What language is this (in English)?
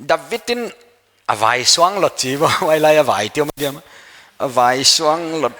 Paite Chin